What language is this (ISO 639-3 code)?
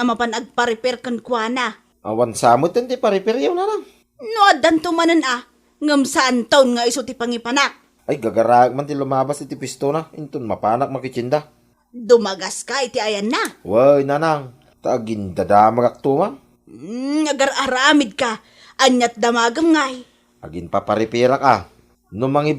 ilo